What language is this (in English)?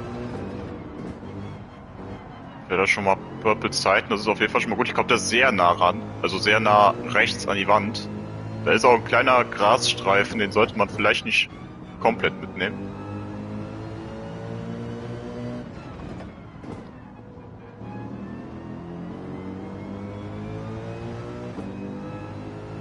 German